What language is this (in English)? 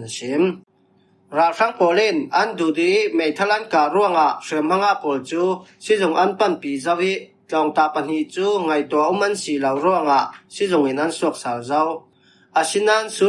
Falam Chin